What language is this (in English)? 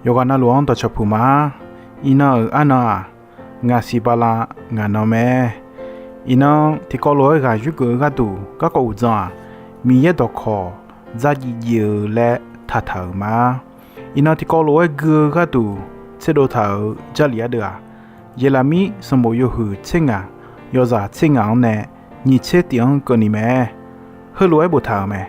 Akha